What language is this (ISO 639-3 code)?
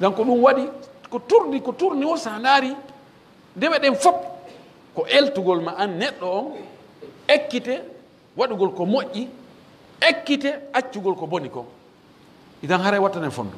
fuf